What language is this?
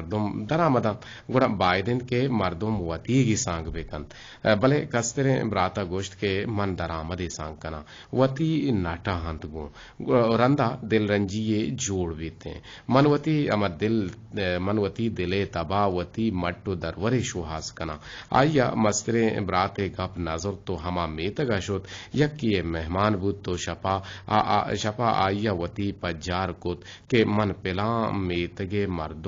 Eastern Balochi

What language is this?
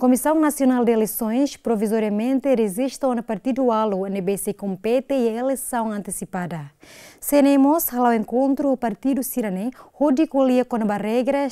Tetum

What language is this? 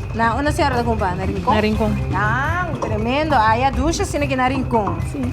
Papiamento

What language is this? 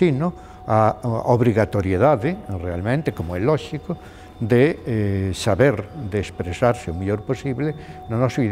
Galician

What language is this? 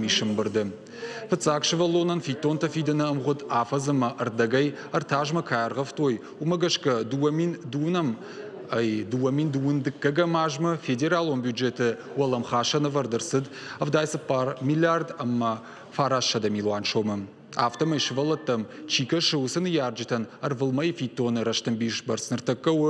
Ossetic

